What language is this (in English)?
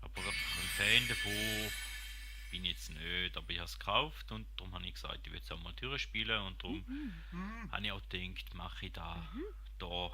Swiss German